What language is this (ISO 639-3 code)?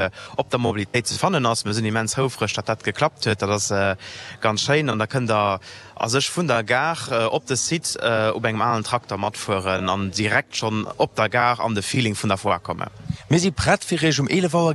ltz